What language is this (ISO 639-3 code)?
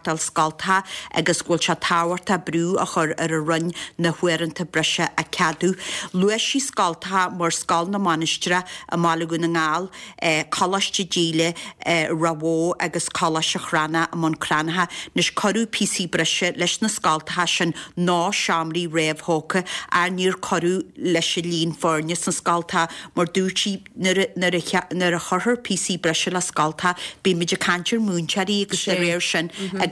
gle